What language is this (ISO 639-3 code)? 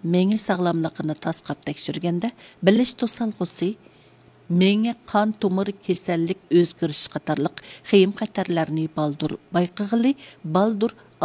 uig